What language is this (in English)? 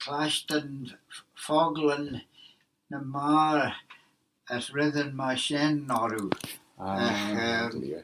Manx